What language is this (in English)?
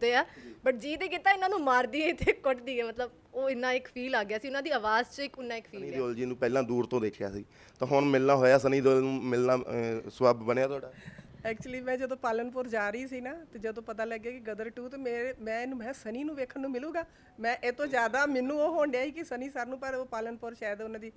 Punjabi